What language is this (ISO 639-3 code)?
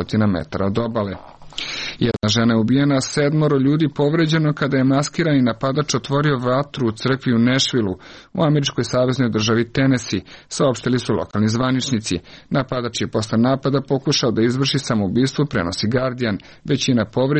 srp